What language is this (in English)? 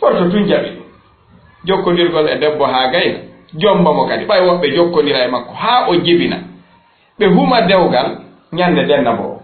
Fula